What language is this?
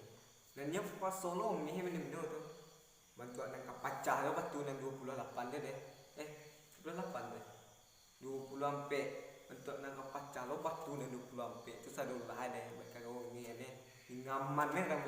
Minangkabau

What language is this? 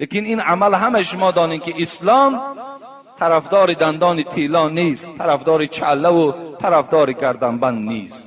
Tajik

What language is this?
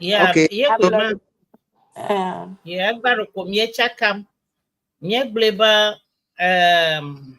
Ewe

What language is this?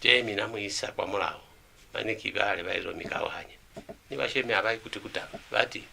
Lozi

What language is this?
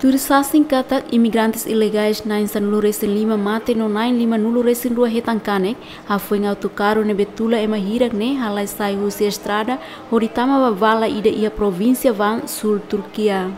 Tetum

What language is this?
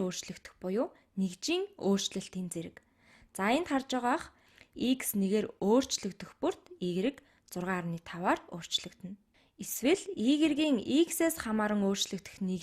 Mongolian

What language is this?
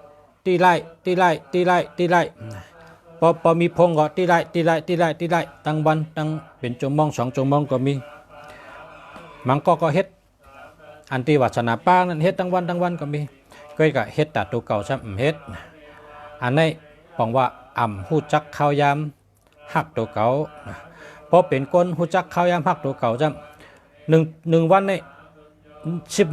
Shan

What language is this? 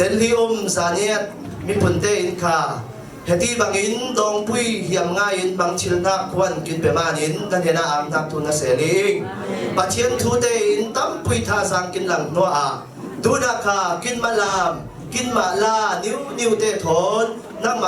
Falam Chin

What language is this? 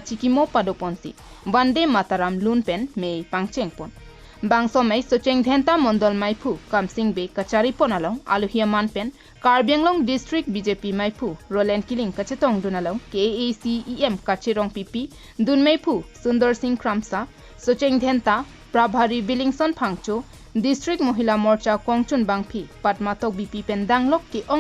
Karbi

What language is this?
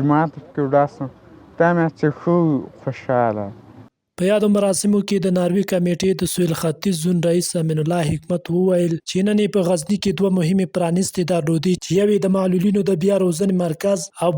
Pashto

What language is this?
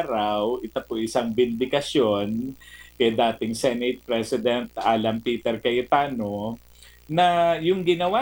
Filipino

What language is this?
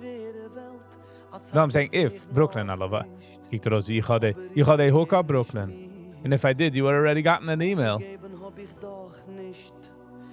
Yiddish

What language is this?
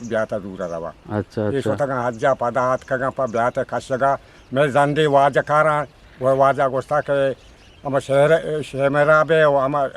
Eastern Balochi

